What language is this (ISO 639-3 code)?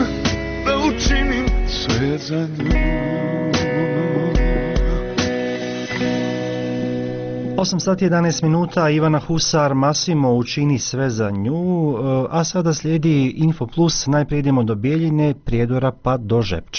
bos